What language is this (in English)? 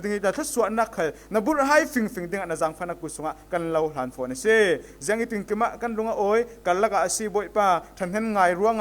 Falam Chin